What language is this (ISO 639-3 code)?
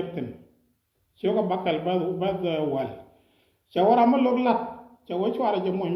nus